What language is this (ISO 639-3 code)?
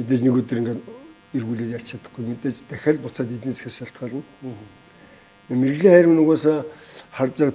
mon